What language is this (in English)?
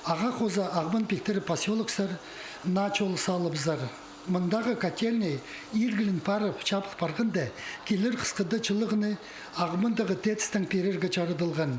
Khakas